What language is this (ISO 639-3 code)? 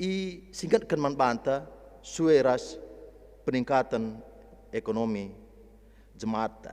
btx